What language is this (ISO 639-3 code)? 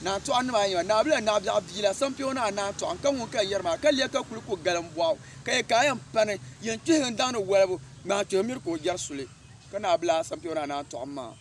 dag